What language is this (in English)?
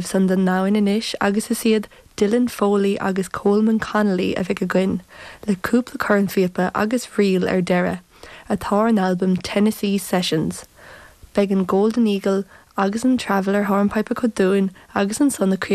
Irish